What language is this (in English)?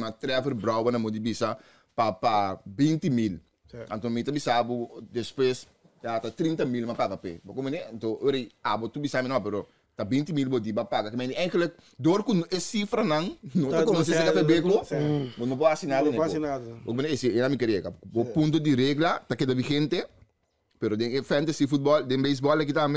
Papiamento